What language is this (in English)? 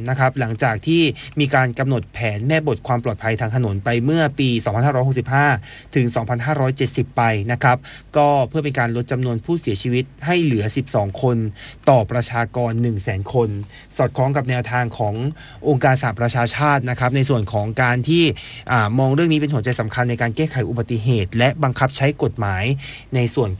Thai